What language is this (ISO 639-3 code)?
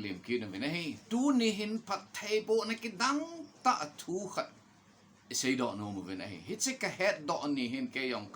tcz